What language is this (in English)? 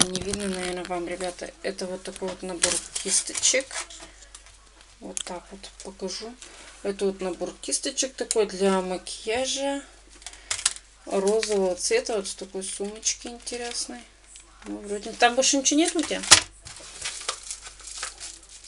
Russian